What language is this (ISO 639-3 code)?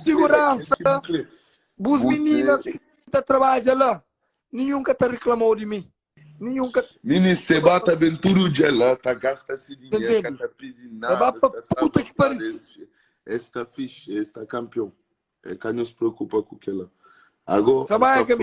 kea